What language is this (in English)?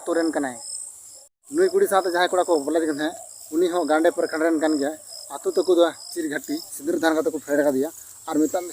Santali